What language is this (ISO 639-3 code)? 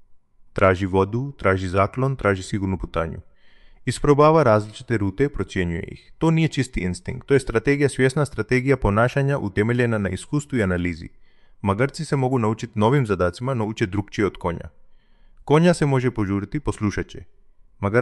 hrv